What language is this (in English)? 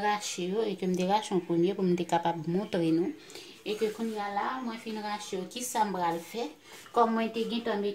Haitian Creole